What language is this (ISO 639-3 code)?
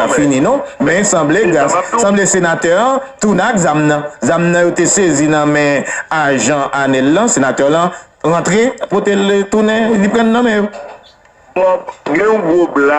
hat